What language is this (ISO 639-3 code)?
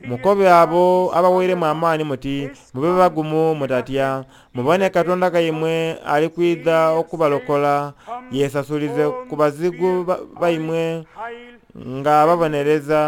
xog